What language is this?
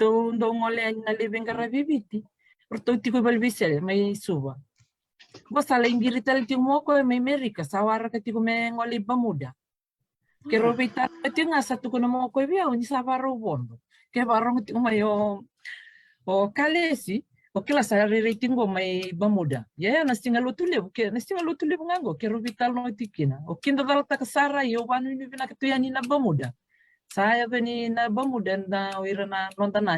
Fijian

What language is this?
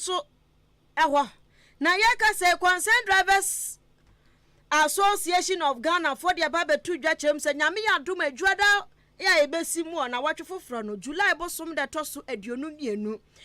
Akan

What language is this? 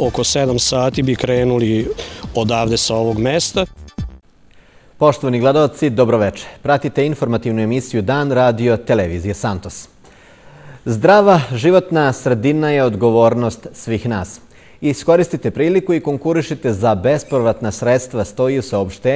Serbian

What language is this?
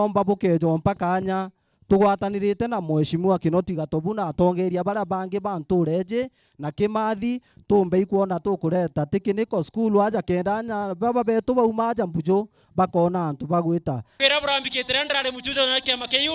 Meru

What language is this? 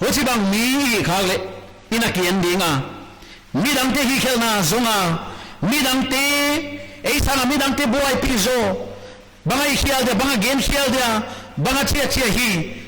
Paite Chin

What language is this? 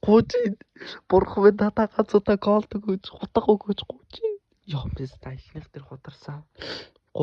Mongolian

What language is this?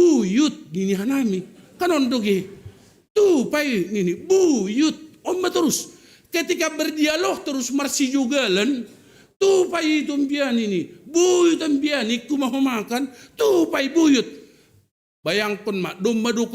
Batak Simalungun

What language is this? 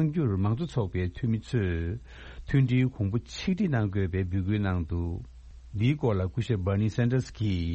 Tibetan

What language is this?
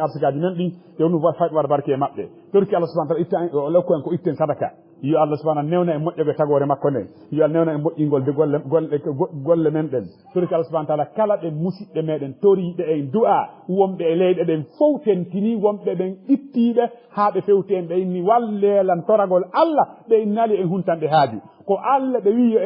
Fula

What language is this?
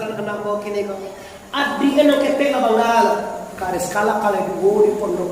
Minangkabau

